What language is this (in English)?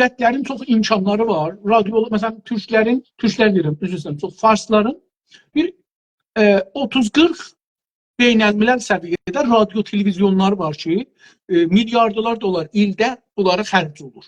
South Azerbaijani